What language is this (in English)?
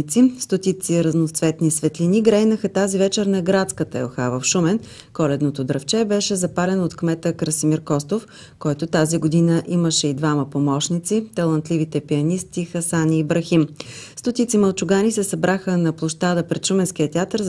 Bulgarian